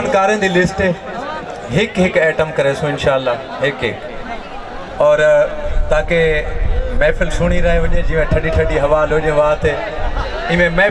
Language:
Saraiki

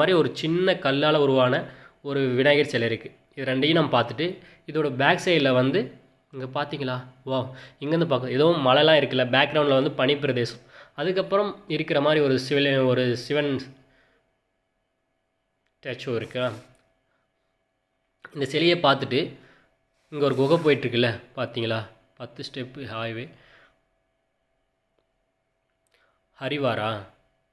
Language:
Tamil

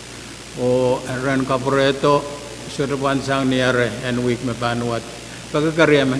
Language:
Pohnpeian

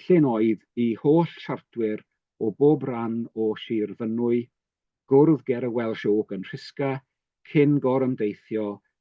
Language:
Welsh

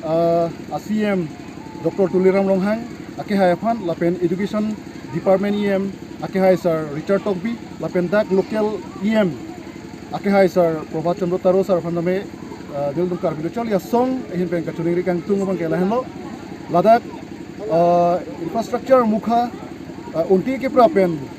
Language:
Karbi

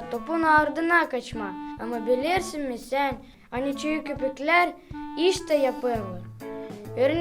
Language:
Gagauz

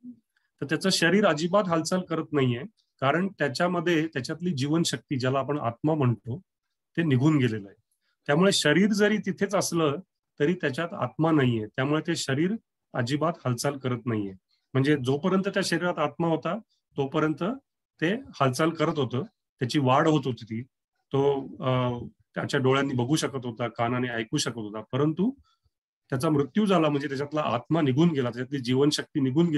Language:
Marathi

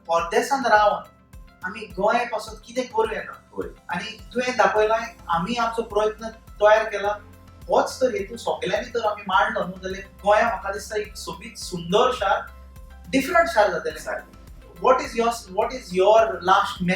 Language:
Konkani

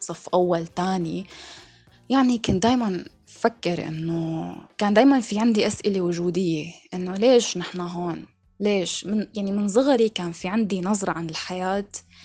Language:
North Levantine Arabic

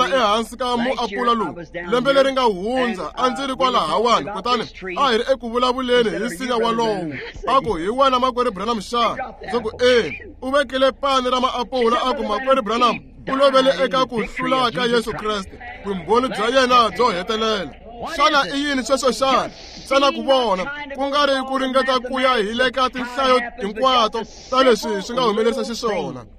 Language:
Tsonga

